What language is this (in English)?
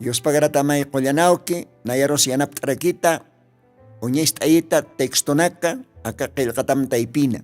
Aymara